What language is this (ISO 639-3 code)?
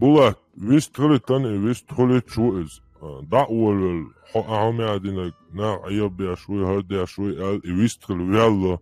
che